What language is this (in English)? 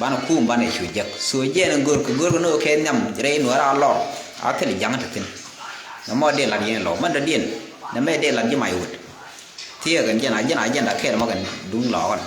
Nuer